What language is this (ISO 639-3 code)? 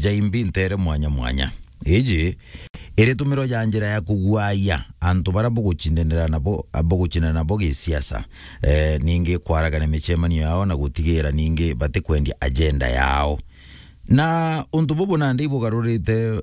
mer